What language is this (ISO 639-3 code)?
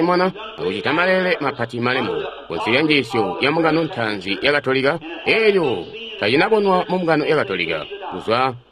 toi